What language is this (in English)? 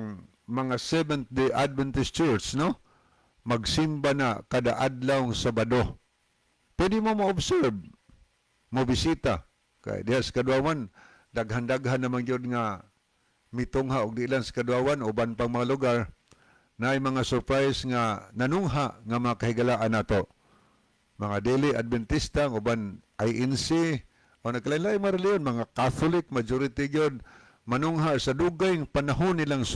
Cebuano